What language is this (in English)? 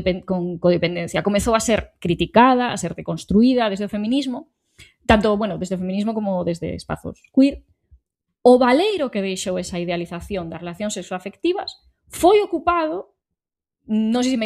Galician